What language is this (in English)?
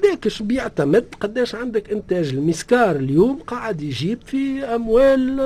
Tunisian Arabic